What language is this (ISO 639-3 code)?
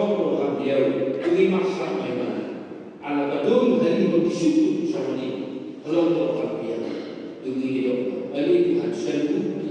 bbc